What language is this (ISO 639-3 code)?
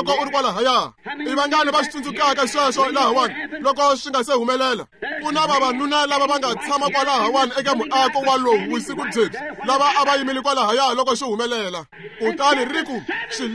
tso